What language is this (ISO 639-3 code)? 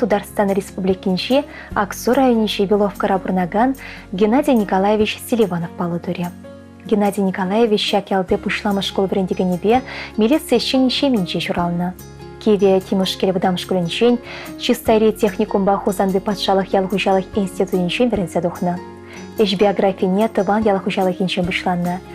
chv